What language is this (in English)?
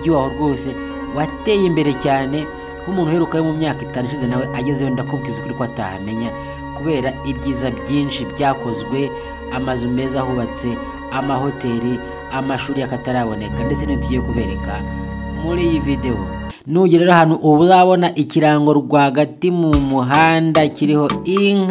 Kinyarwanda